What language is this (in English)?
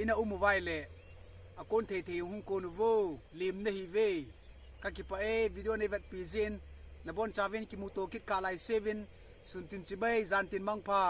Thado Chin